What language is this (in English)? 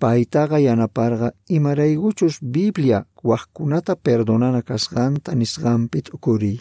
Quechua